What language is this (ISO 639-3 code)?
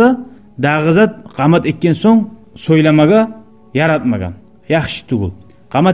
kum